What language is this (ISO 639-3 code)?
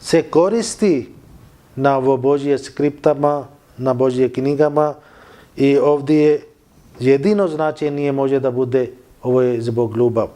bos